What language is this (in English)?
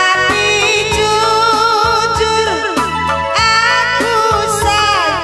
Batak Karo